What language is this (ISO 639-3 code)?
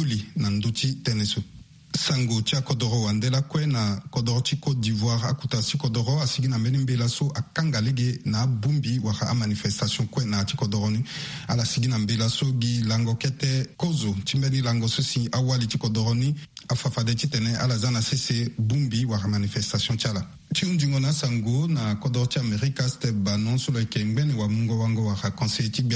sag